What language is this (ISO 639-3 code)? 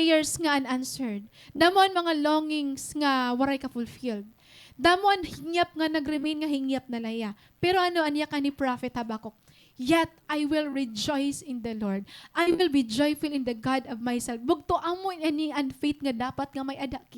war